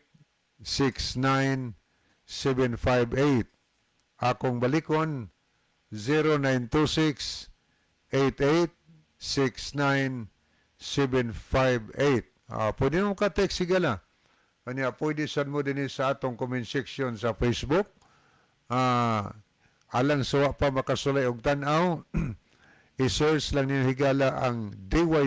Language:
Cebuano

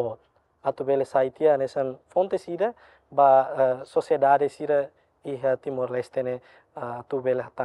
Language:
Tetum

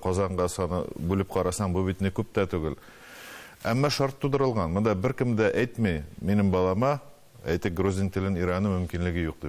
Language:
Tatar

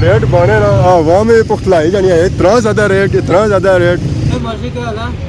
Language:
Pahari-Potwari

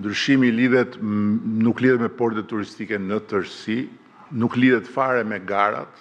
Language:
Albanian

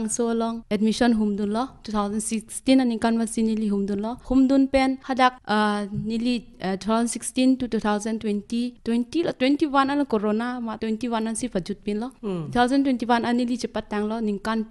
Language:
Karbi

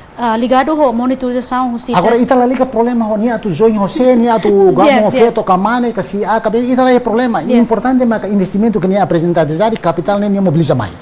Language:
Tetum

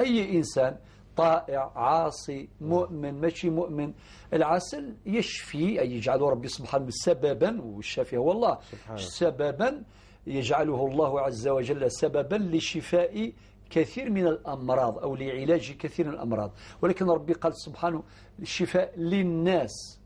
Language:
Algerian Arabic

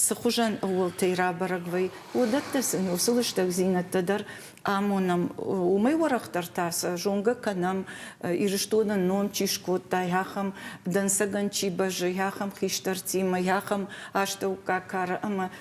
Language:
Ossetic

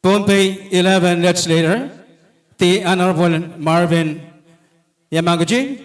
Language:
Pohnpeian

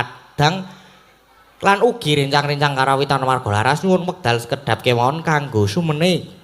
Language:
Javanese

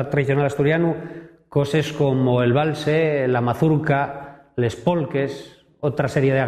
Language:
Asturian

